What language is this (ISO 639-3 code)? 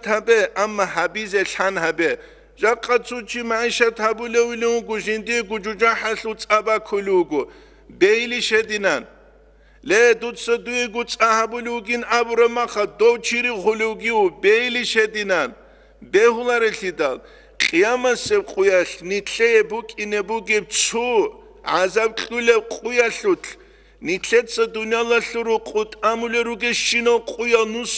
ava